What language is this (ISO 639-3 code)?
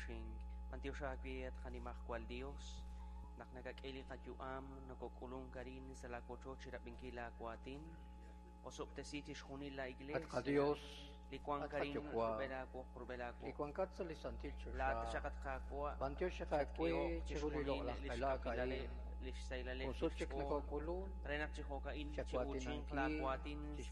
kek